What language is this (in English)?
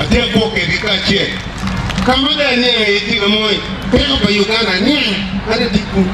Acoli